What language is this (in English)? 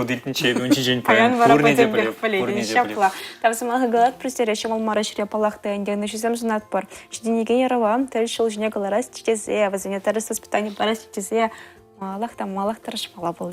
Chuvash